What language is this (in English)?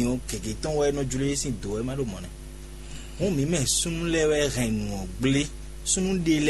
Fon